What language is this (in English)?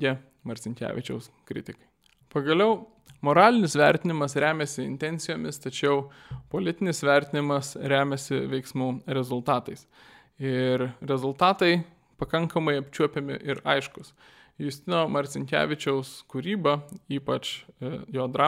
Lithuanian